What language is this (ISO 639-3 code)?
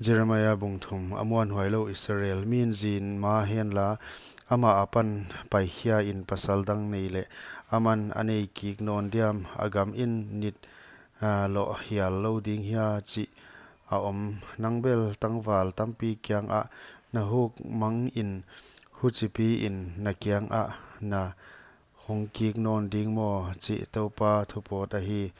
pck